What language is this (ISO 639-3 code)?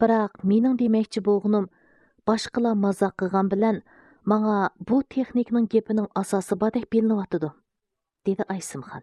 uig